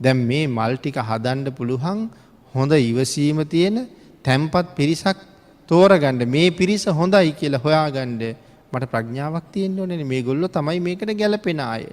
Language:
Sinhala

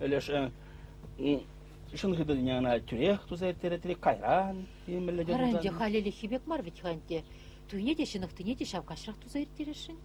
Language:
Chuvash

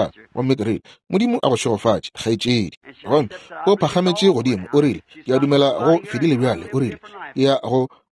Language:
Northern Sotho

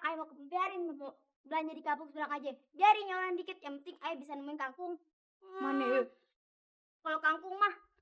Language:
Betawi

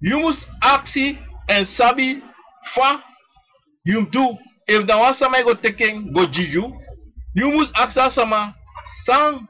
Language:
Sranan Tongo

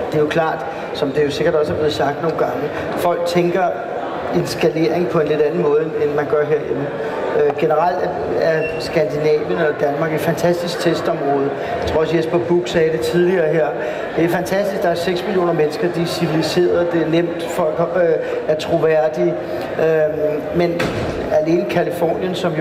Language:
Danish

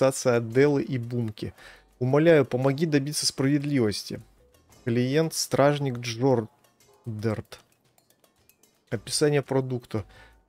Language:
Russian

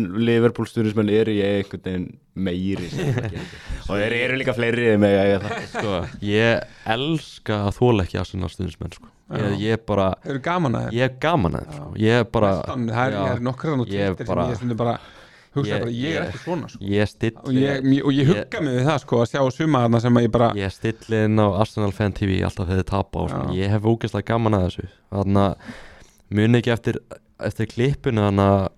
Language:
Icelandic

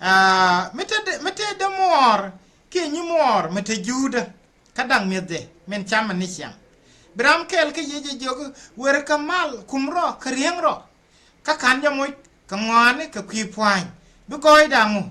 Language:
Nuer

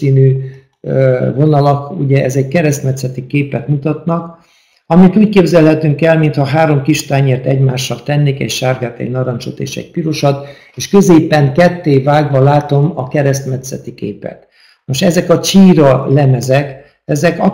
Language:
Hungarian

